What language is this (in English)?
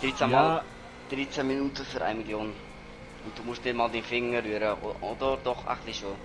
Swiss German